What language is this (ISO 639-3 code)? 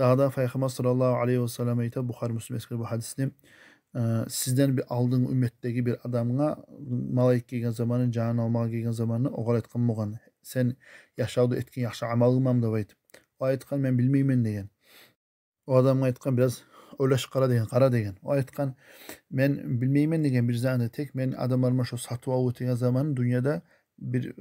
kum